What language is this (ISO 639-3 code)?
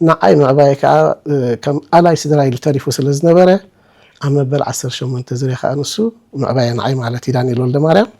tir